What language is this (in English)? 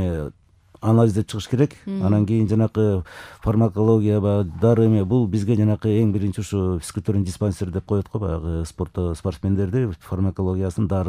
Kyrgyz